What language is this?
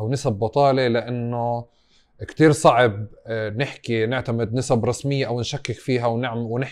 North Levantine Arabic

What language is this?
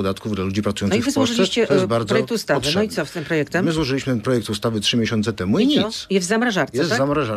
Polish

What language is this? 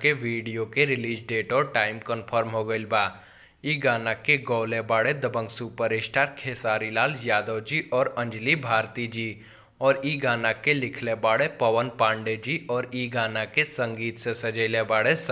Bhojpuri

